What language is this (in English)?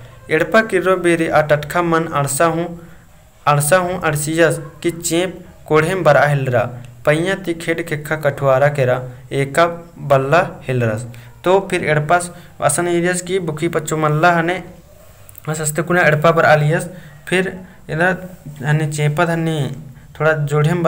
Kurukh